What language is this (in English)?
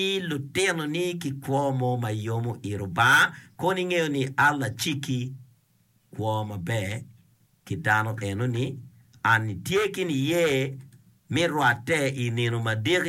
Acoli